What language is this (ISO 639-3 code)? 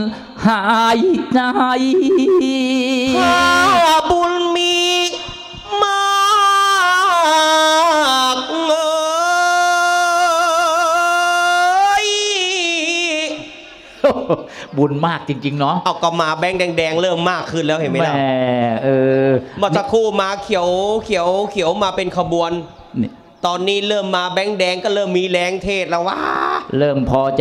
tha